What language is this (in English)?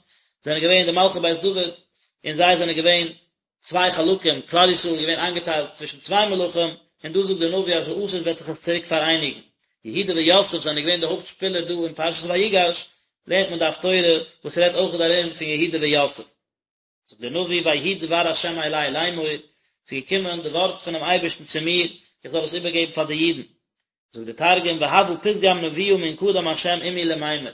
Yiddish